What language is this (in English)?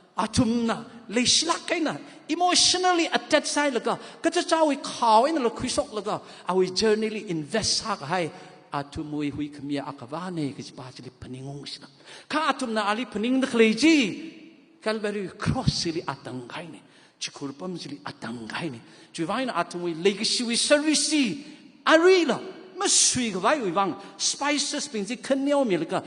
Tangkhul Naga (India)